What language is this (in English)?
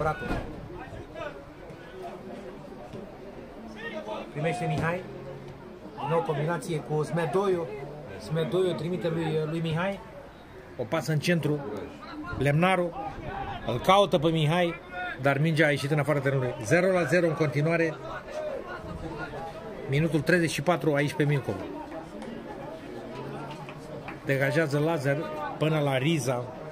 Romanian